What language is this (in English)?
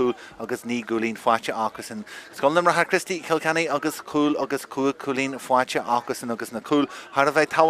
Irish